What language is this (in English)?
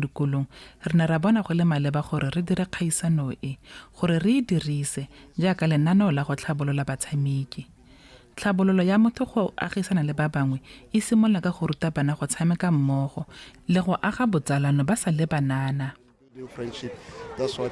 Tswana